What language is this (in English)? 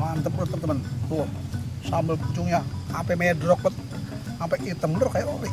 Betawi